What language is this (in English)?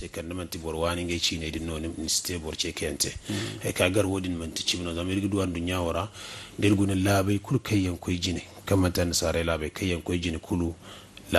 Zarma